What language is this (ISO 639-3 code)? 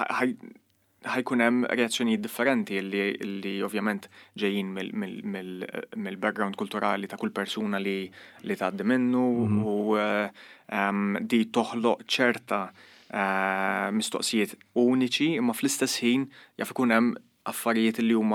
mlt